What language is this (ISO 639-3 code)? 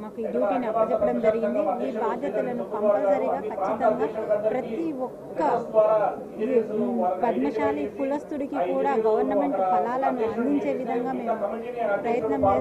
tel